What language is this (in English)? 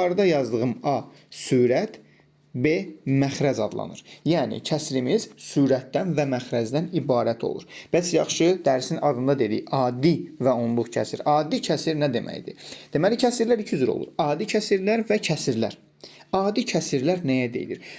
Azerbaijani